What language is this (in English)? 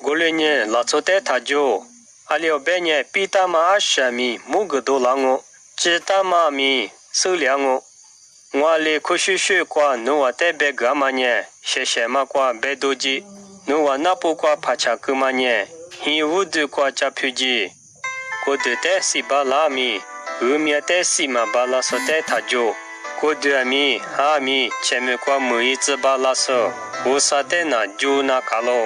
Lisu